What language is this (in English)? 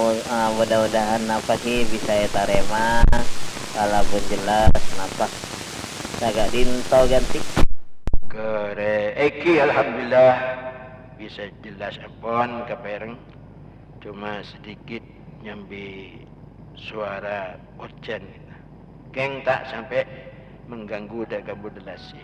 Madurese